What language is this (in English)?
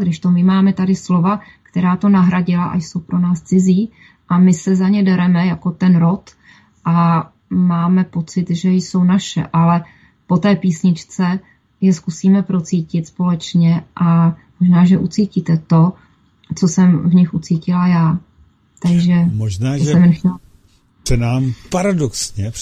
Czech